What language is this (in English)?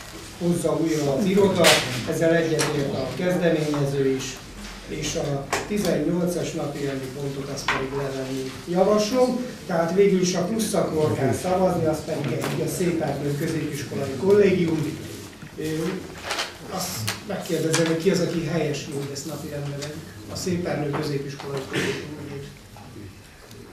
Hungarian